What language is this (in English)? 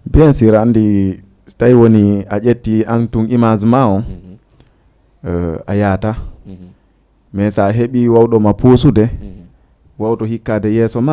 Fula